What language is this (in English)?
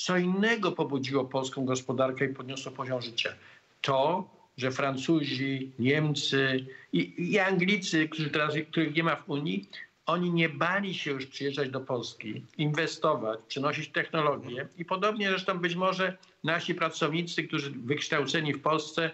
Polish